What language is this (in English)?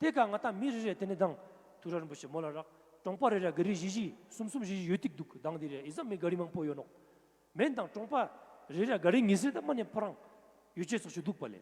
Ladakhi